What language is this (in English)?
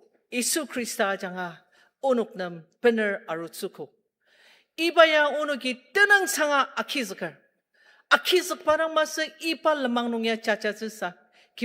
Ao Naga